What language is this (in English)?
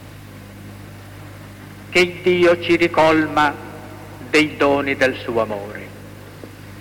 Italian